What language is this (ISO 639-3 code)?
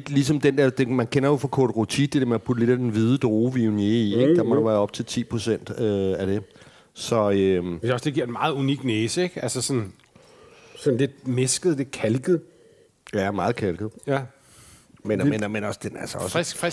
dan